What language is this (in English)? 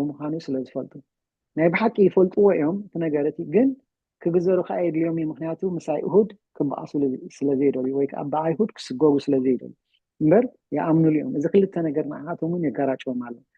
Tigrinya